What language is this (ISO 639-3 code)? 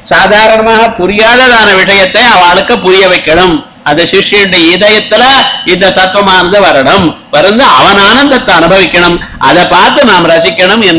tam